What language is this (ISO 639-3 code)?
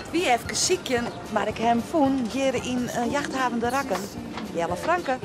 fry